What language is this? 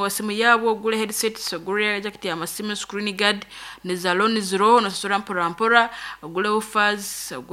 Nyankole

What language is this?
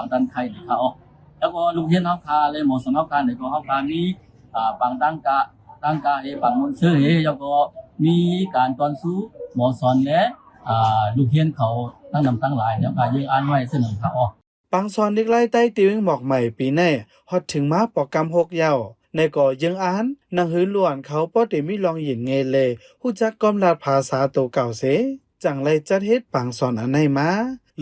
Shan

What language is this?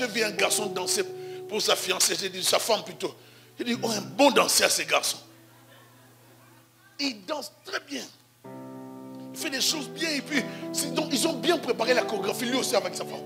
French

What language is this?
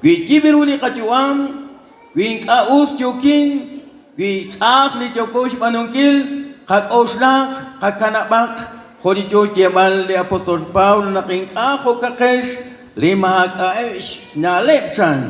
Kekchí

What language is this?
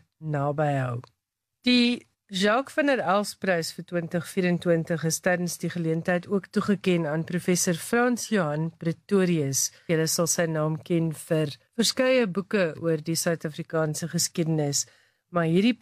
Afrikaans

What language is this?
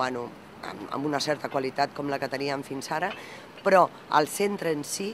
Catalan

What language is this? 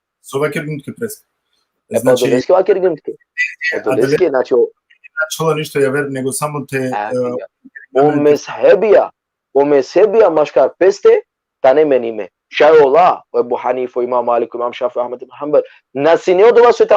Balkan Romani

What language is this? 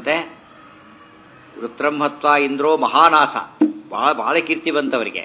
Kannada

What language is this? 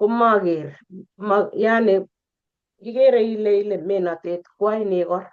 Kalenjin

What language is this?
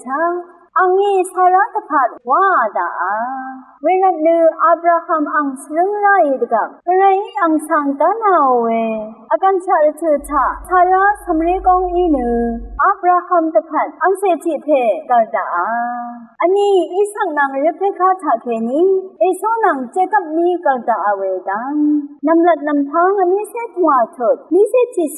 Rawang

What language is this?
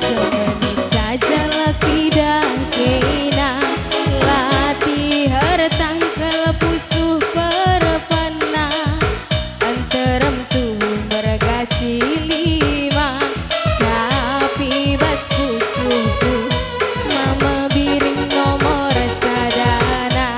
Batak Karo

